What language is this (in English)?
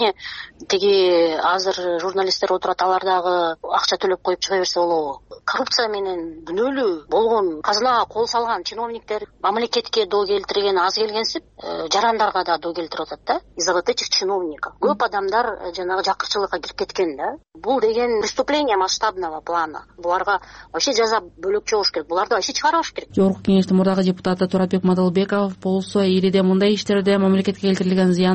Kyrgyz